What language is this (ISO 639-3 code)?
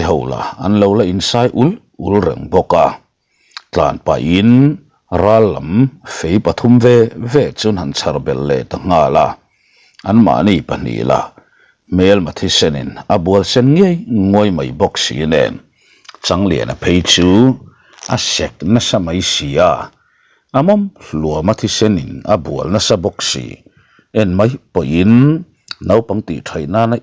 lus